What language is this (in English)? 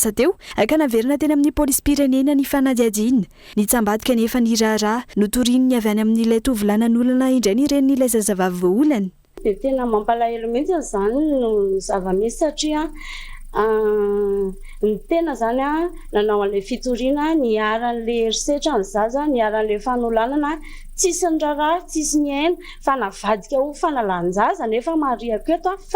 Malagasy